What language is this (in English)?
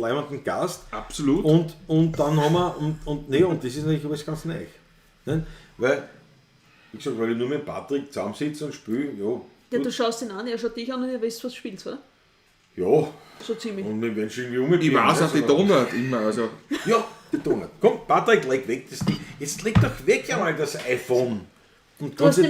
Bavarian